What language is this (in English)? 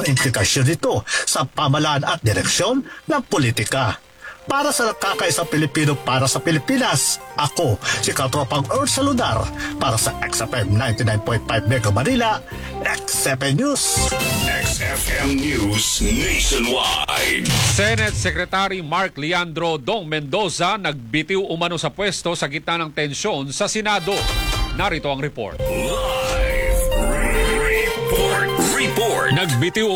Filipino